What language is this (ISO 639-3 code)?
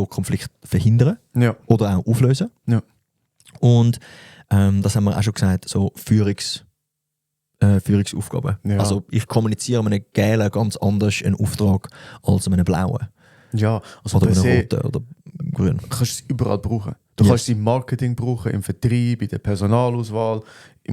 gsw